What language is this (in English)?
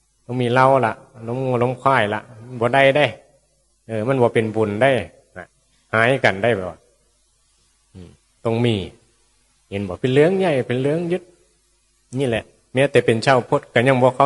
Northeastern Thai